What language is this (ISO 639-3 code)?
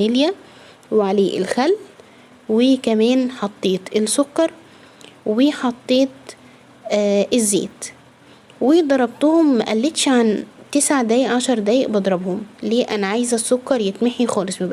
arz